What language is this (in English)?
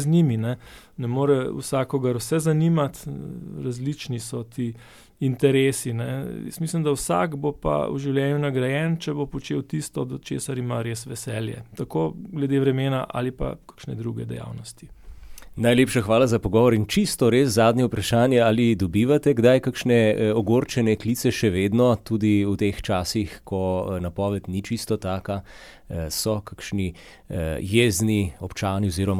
Slovenian